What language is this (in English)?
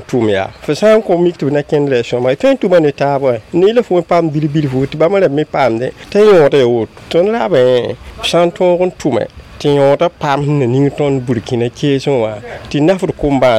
Mossi